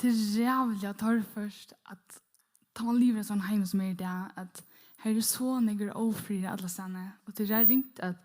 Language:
Faroese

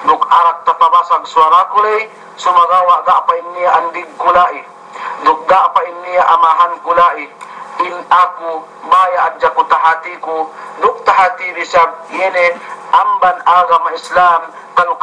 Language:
Yakan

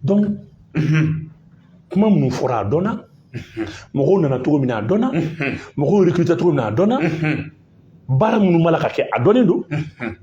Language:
Bambara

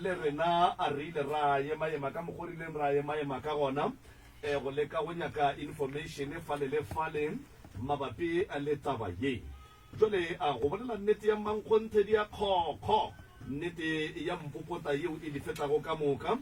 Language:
Northern Sotho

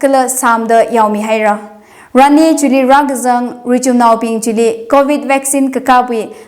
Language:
Tangkhul Naga (India)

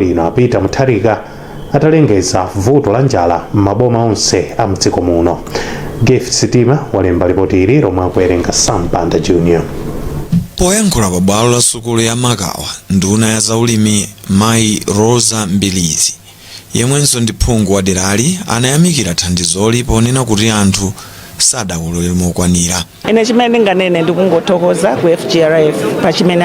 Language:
Nyanja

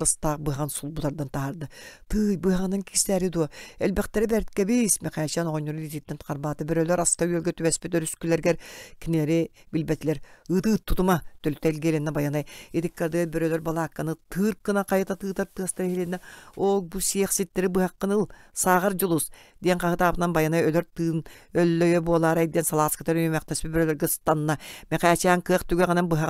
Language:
Yakut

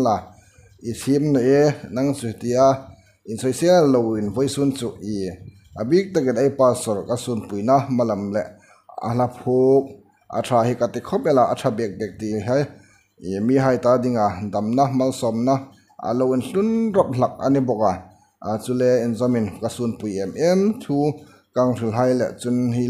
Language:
Hmar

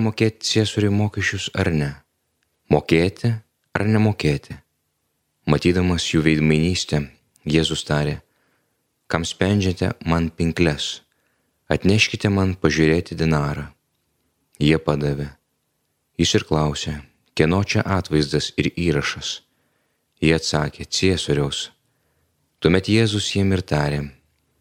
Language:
Lithuanian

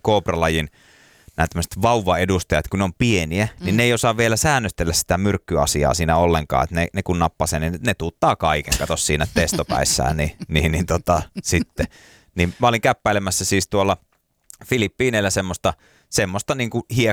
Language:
Finnish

